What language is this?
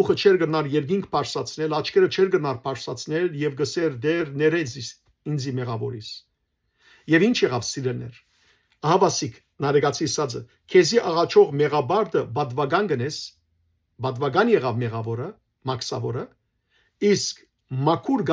Western Armenian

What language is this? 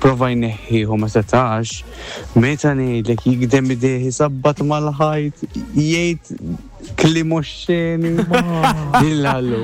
Maltese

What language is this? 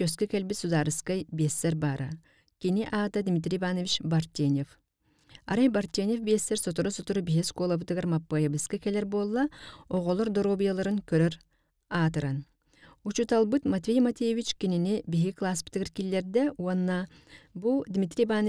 Yakut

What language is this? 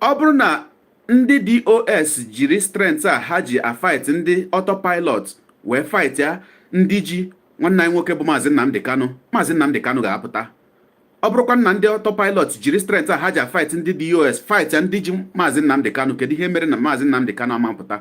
Igbo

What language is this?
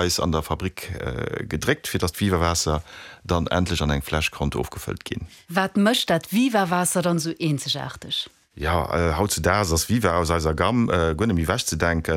Luxembourgish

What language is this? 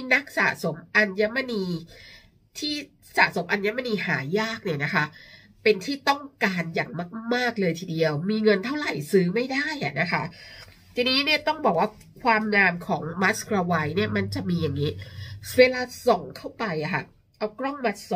Thai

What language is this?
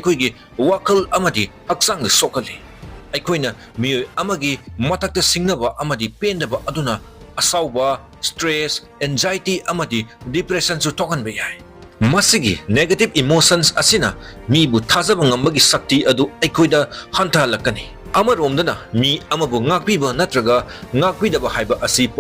Manipuri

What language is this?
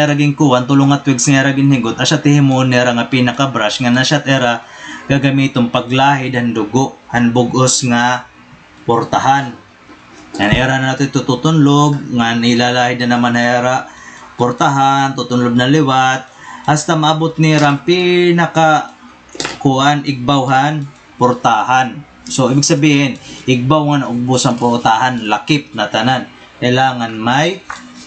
Waray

